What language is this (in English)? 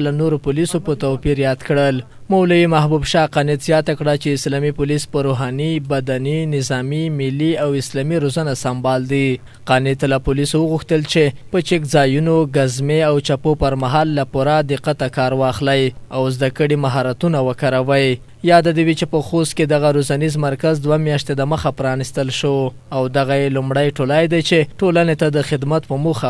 Pashto